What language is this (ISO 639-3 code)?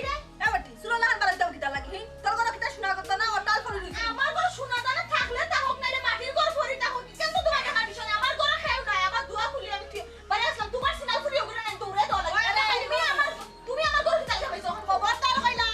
syl